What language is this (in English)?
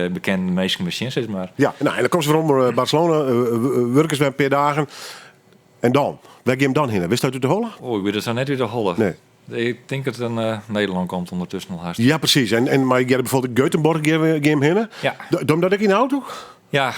Western Frisian